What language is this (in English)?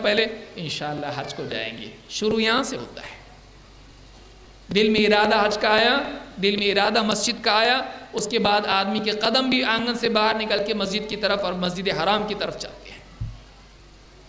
Urdu